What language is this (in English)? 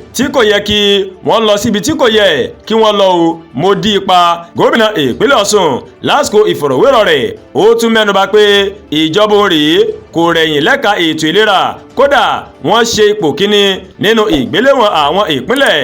Yoruba